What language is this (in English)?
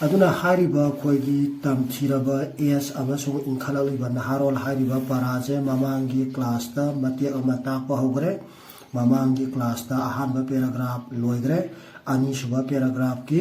Manipuri